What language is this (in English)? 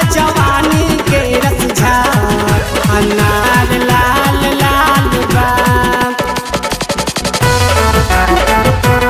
Bhojpuri